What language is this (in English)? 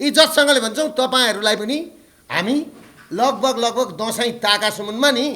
Nepali